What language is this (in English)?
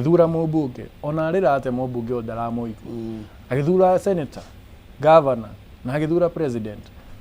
Kikuyu